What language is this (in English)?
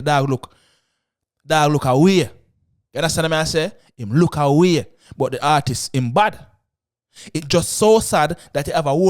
Jamaican Creole English